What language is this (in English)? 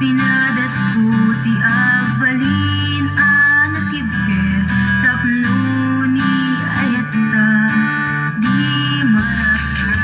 Iloko